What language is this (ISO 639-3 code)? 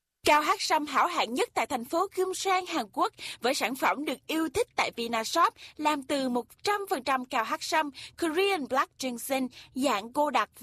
vie